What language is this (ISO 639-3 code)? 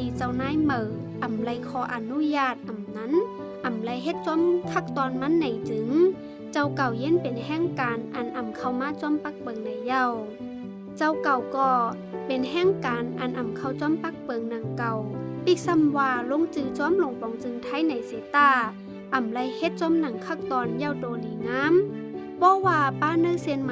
shn